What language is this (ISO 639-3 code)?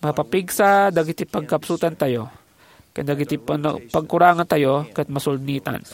ilo